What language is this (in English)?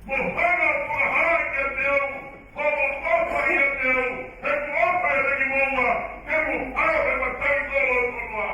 Tongan